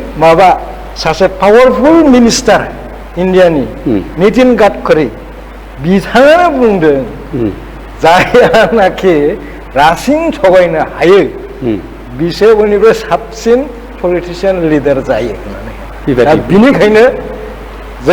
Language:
Bodo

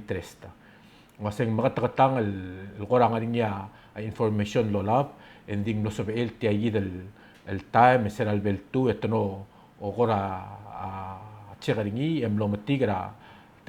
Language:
Palauan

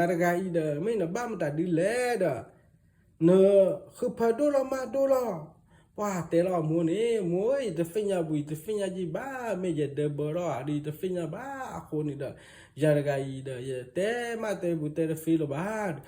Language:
S'gaw Karen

